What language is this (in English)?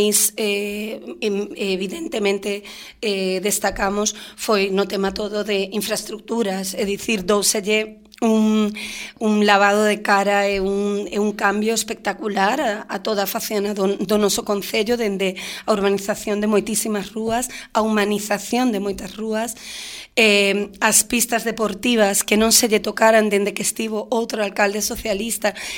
Galician